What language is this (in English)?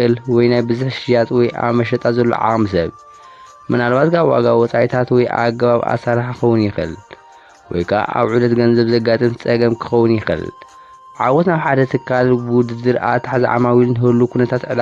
Tigrinya